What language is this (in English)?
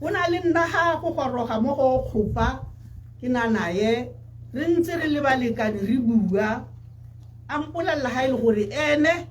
Tswana